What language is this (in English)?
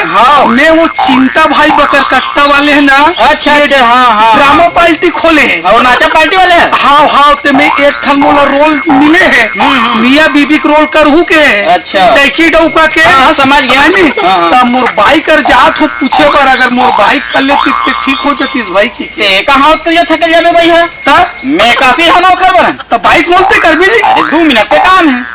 Chhattisgarhi